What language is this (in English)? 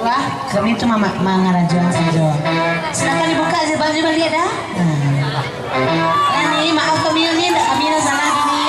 Minangkabau